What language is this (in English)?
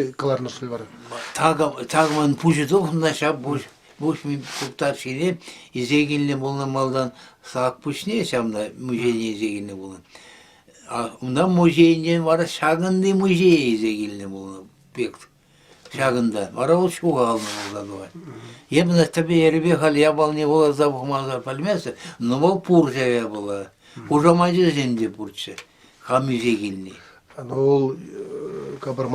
Chuvash